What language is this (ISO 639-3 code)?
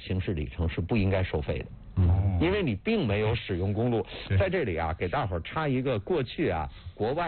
zho